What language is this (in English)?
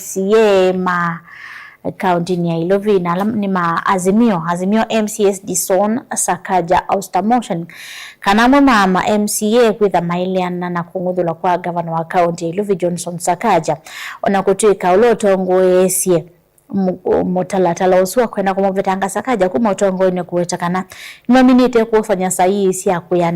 Kamba